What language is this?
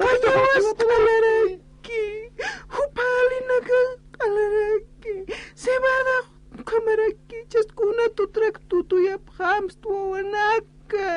Aymara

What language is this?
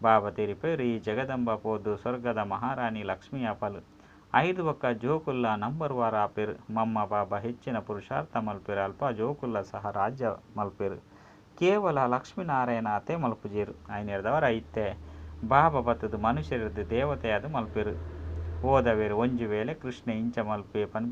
Tulu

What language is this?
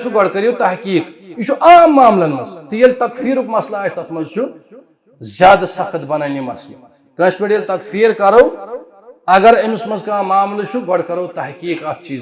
Kashmiri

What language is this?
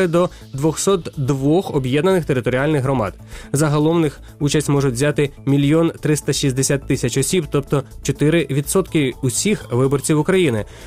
Ukrainian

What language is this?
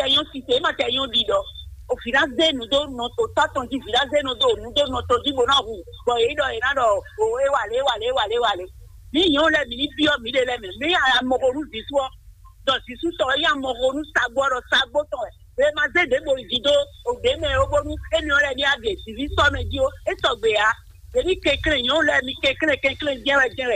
Fon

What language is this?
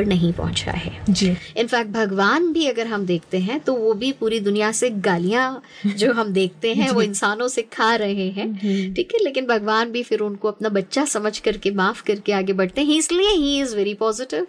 Hindi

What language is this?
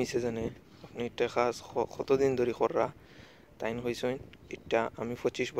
Sylheti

